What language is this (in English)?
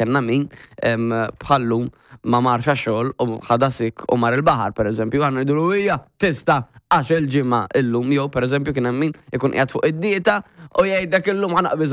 Maltese